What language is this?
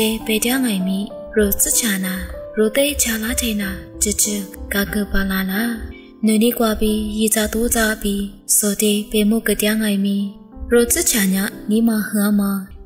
Lisu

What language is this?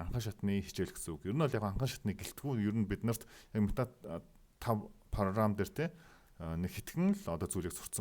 Mongolian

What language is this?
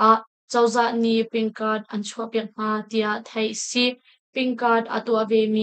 Hakha Chin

